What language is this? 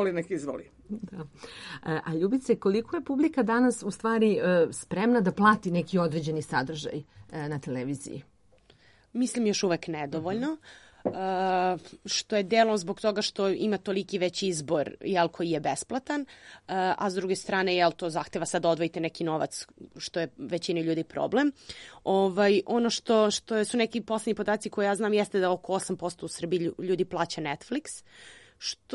Serbian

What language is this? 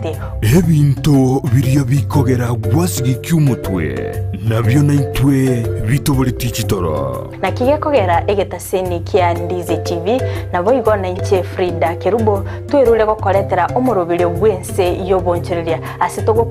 Gusii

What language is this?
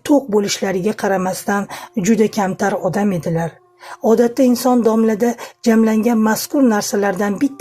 Uzbek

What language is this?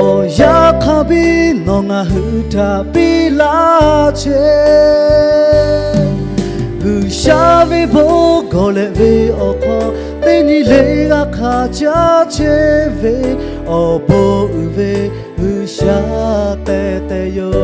Lahu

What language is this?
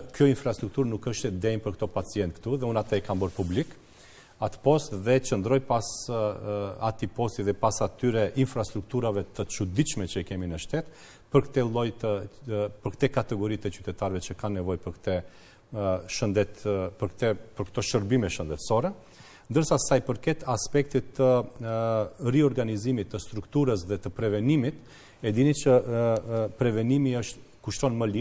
Albanian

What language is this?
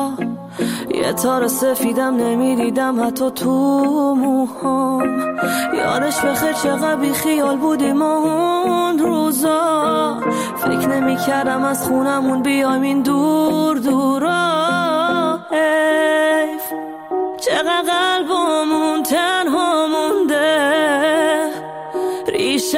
Persian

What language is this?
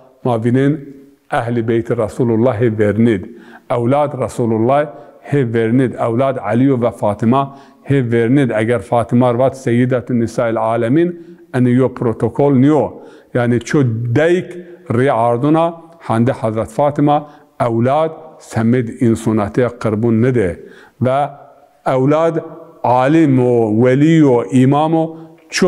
Zaza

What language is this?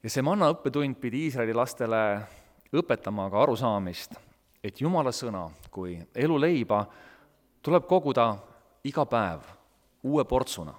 Estonian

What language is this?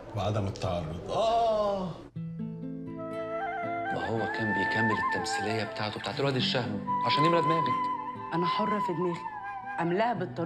Egyptian Arabic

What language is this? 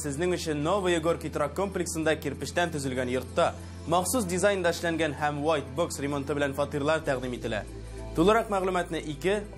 Tatar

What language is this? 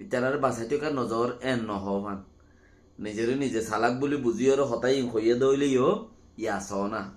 Rohingya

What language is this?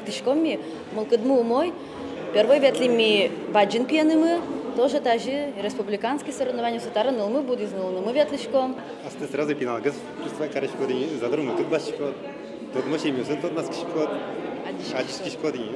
Udmurt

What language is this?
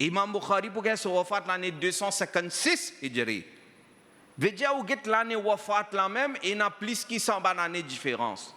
Morisyen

